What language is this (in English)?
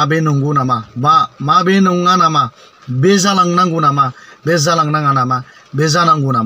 Bodo